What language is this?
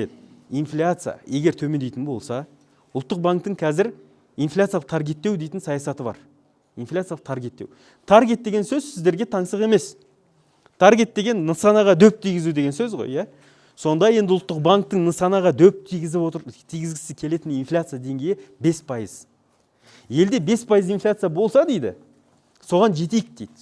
Kazakh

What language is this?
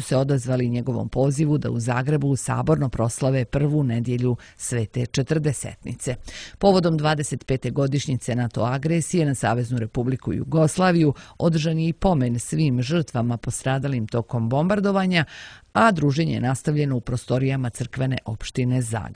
Serbian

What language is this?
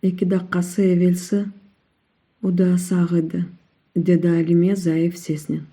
Crimean Tatar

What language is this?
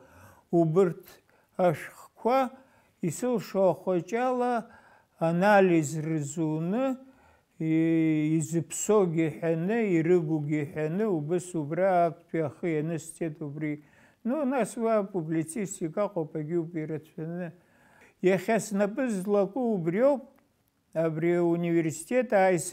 Abkhazian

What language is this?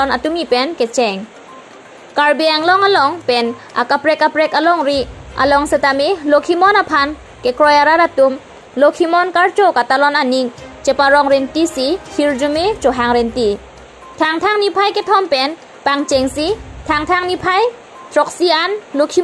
Karbi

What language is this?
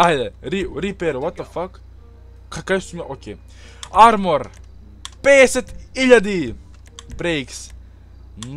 Macedonian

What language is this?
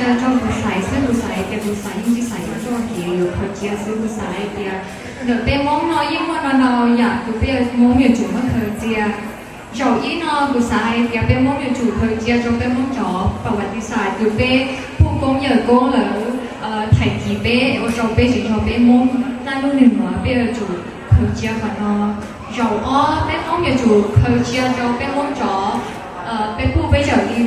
Hmong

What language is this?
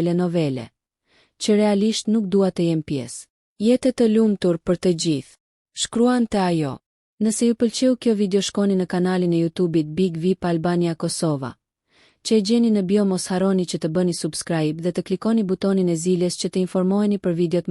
Albanian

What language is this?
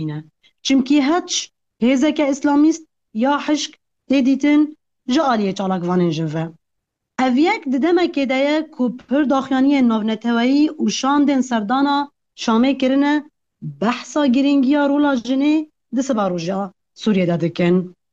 Kurdish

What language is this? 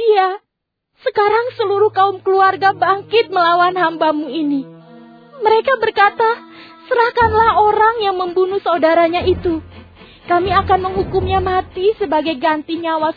Indonesian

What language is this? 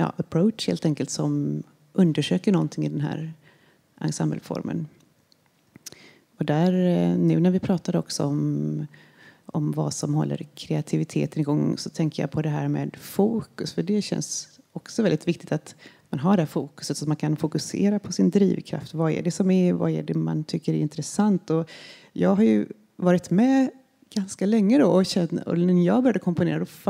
Swedish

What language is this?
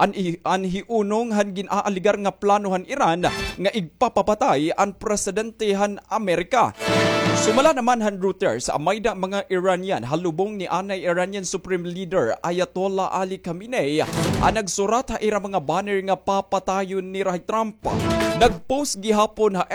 Waray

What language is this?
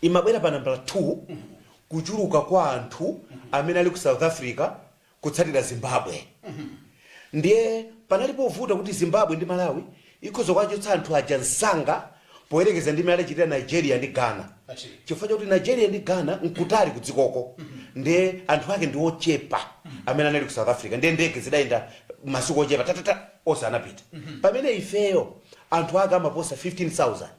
Nyanja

